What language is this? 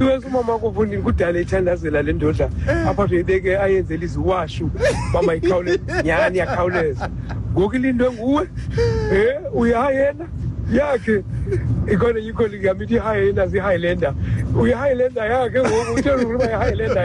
Xhosa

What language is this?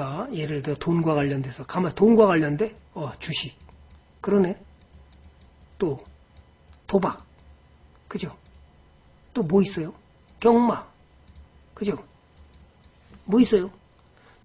Korean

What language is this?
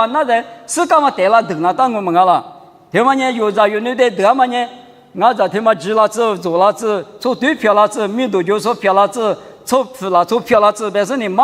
Lisu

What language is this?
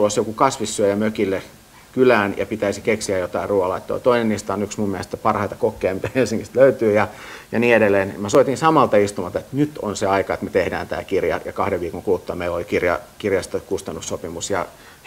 Finnish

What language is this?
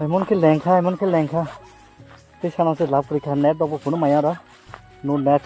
Kok Borok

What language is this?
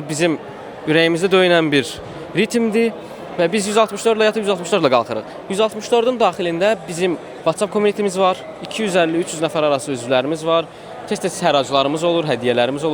Azerbaijani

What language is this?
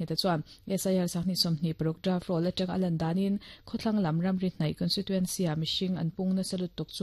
Mizo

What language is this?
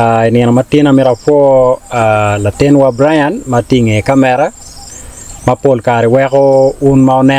Acoli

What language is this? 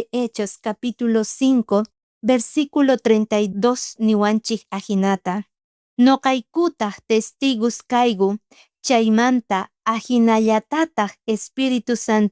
South Bolivian Quechua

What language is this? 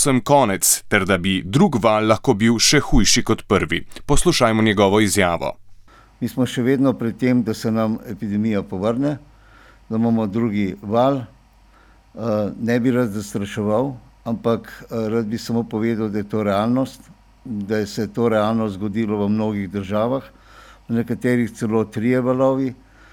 Slovenian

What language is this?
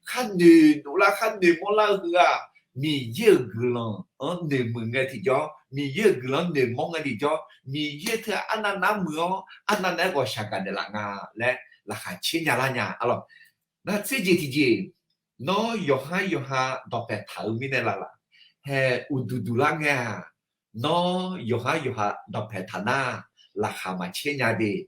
Akha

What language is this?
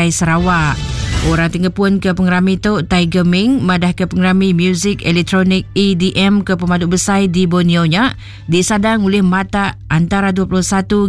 Iban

